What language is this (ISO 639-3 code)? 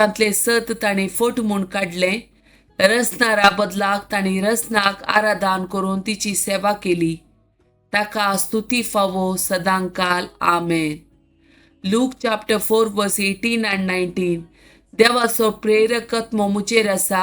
kok